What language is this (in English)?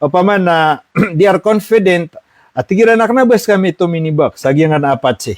Maranao